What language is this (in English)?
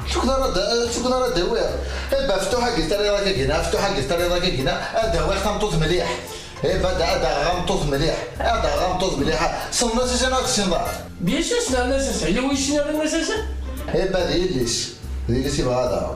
Kabyle